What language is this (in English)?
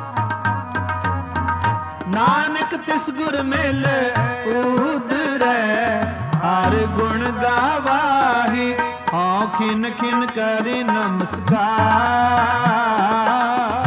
Punjabi